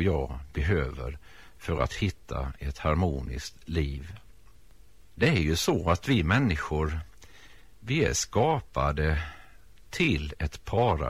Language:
Swedish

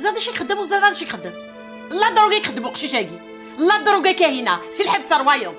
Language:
Kabyle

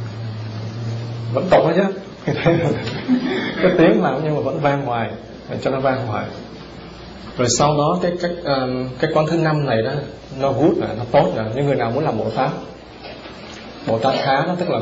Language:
Vietnamese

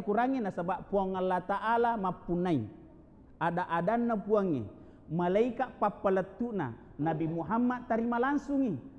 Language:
Buginese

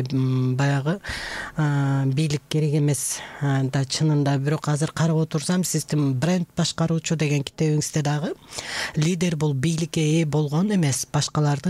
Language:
Kyrgyz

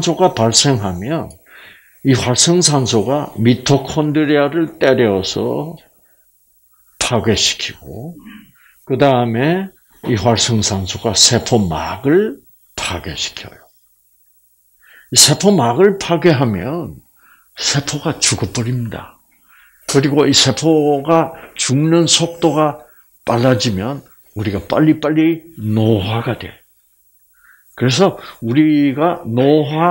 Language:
Korean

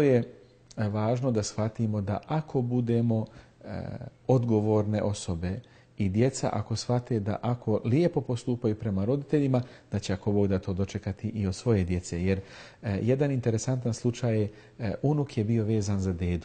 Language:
Bosnian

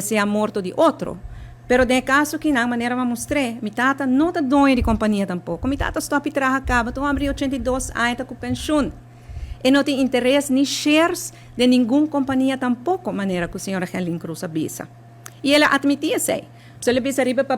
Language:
Papiamento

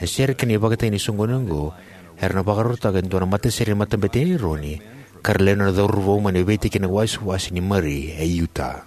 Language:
Fijian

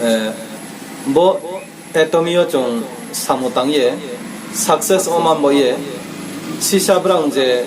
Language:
Riang (India)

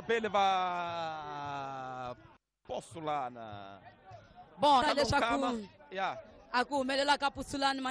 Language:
Tsonga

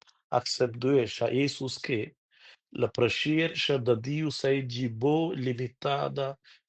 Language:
Romansh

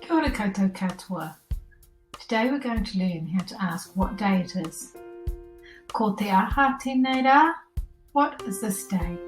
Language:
Māori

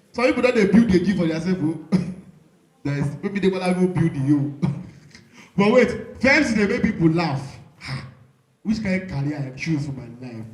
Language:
Nigerian Pidgin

